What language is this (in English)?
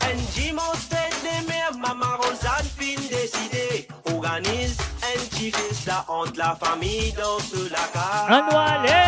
Morisyen